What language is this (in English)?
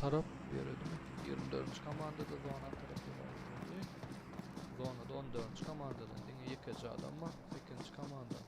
Turkmen